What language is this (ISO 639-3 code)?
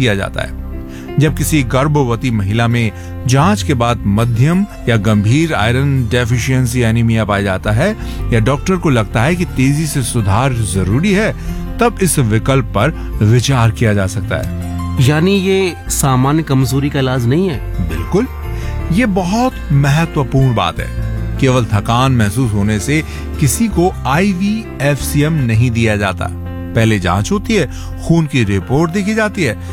hin